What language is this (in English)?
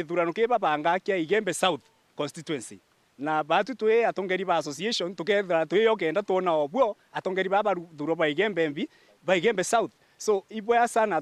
Meru